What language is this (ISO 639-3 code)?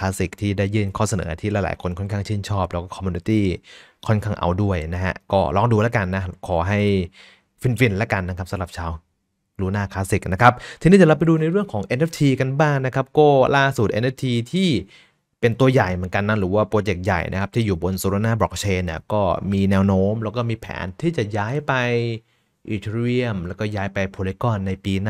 tha